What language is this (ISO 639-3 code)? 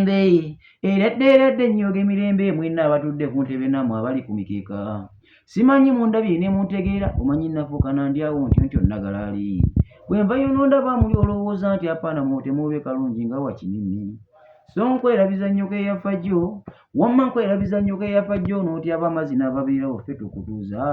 lug